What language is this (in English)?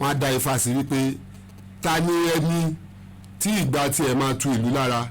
Yoruba